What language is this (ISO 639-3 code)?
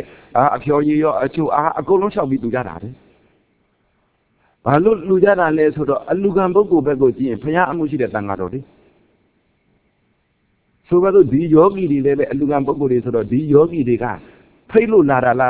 mya